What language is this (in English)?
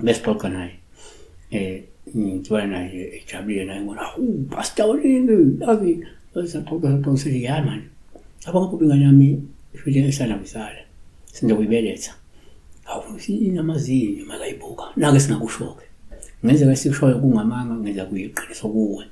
Zulu